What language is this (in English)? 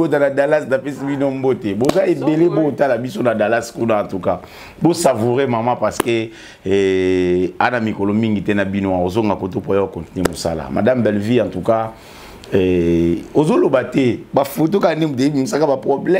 Lingala